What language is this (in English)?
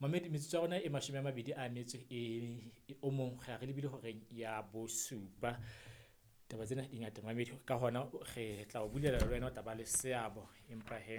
Southern Sotho